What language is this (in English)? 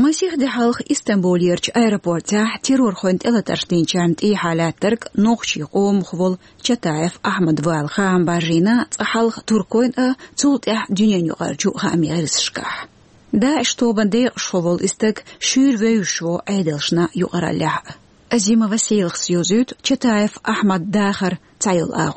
Chechen